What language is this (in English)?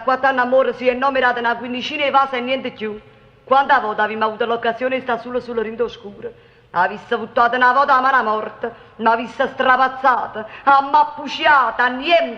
Neapolitan